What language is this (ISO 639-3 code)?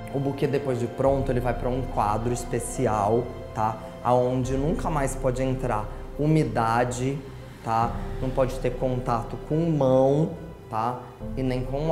por